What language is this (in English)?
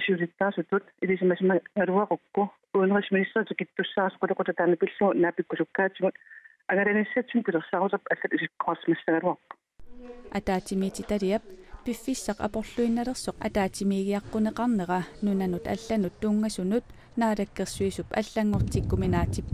Kalaallisut